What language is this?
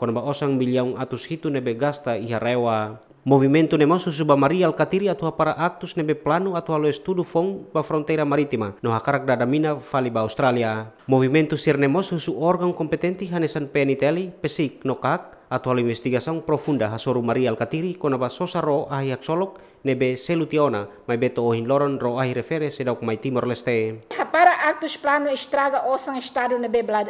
Tetum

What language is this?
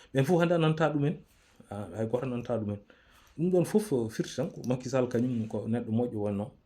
Fula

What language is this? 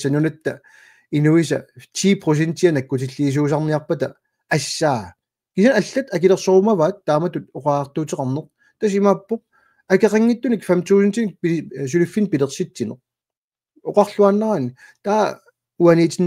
Kalaallisut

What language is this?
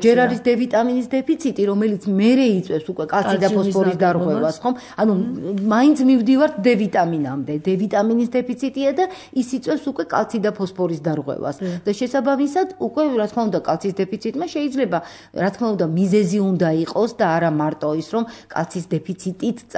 Georgian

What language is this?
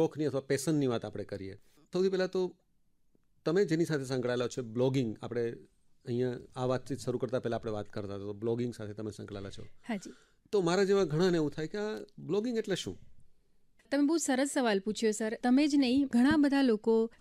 Gujarati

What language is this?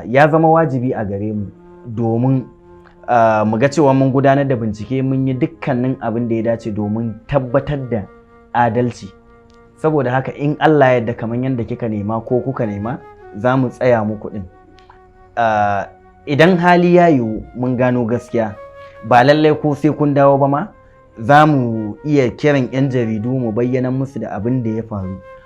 Hausa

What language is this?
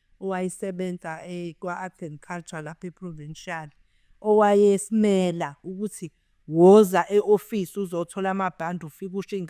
Zulu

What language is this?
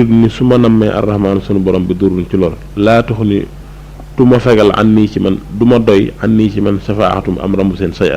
Wolof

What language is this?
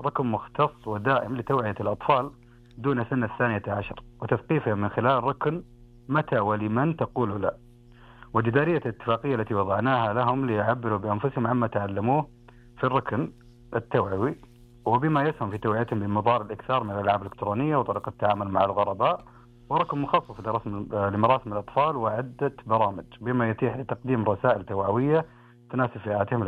Arabic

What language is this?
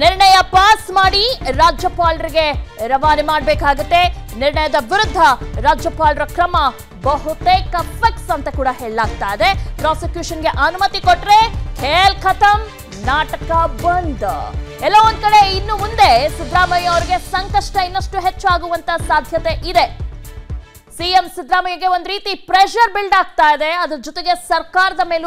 Kannada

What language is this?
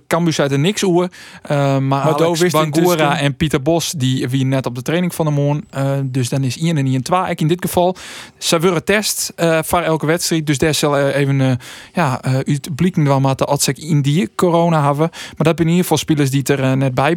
Western Frisian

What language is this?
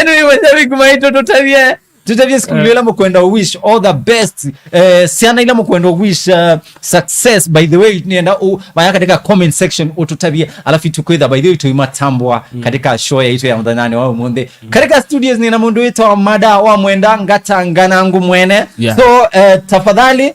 Kamba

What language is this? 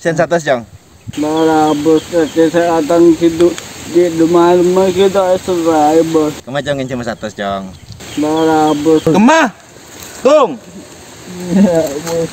Madurese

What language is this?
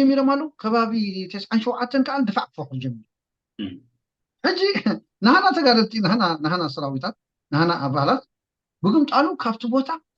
Tigrinya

